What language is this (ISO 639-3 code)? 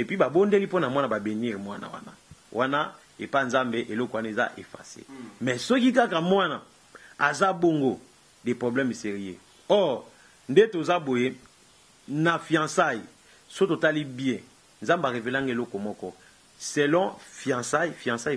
lin